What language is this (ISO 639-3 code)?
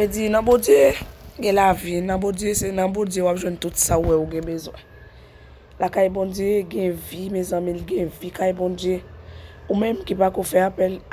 hat